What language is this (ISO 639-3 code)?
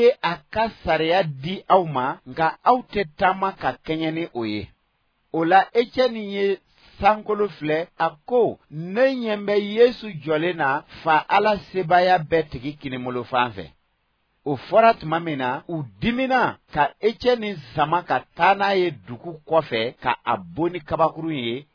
bam